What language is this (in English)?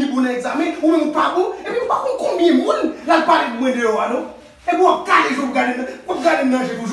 Haitian Creole